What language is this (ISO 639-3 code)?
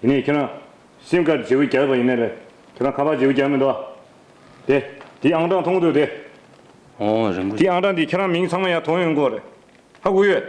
bod